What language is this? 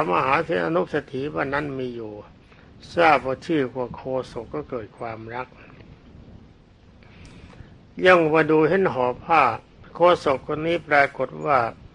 Thai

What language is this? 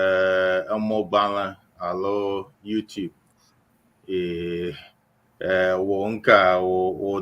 Ewe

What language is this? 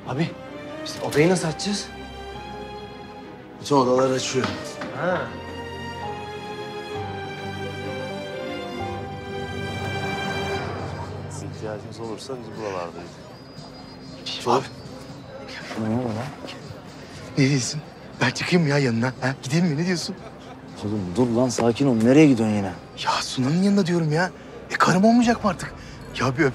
Turkish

